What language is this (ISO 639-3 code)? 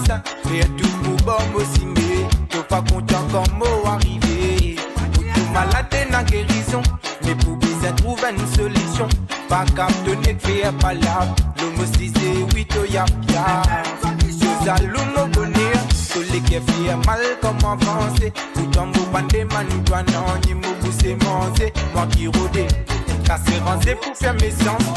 mfe